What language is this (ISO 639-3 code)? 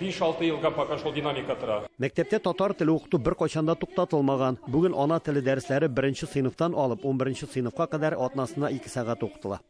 tat